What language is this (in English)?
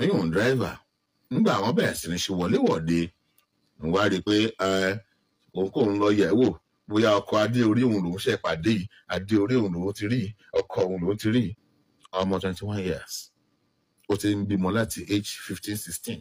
Yoruba